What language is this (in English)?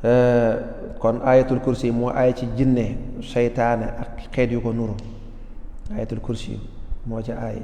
Wolof